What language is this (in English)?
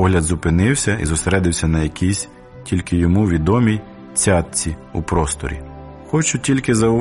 Ukrainian